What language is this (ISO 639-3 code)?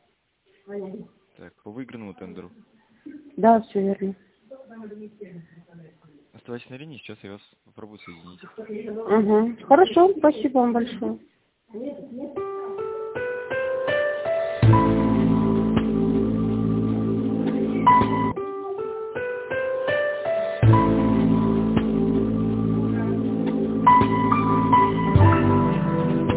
rus